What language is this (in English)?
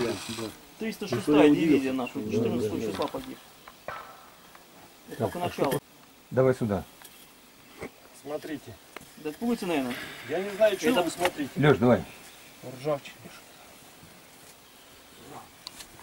Russian